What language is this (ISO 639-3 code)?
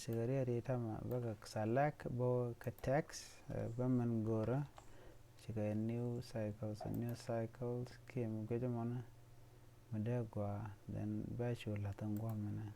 nus